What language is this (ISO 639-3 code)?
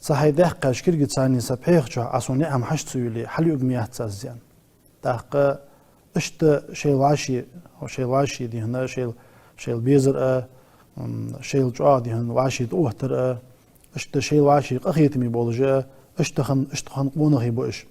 inh